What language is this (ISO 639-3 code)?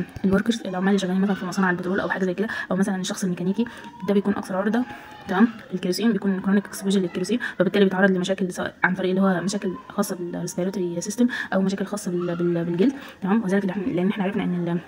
arz